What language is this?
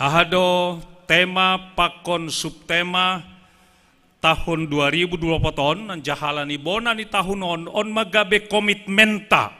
Batak Simalungun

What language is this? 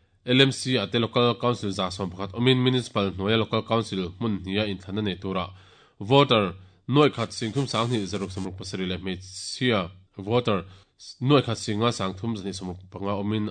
Mizo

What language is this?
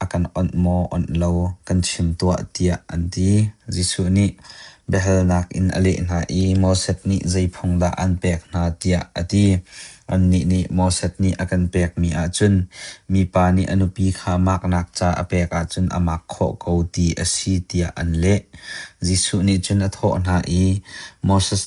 Hakha Chin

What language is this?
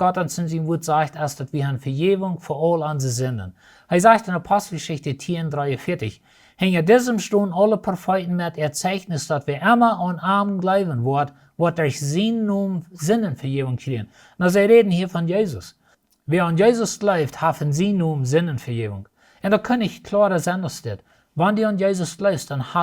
Plautdietsch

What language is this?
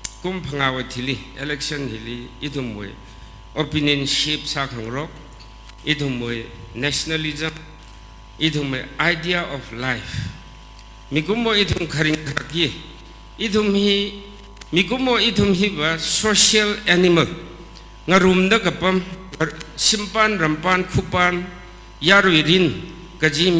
Tangkhul Naga (India)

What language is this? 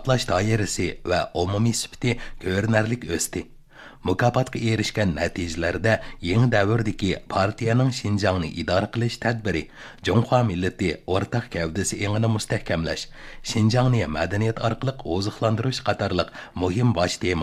Uyghur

